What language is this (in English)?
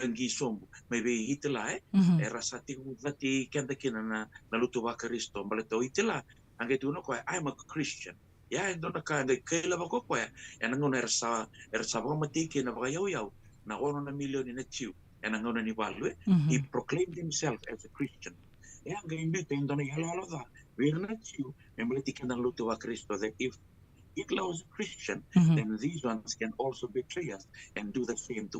Fijian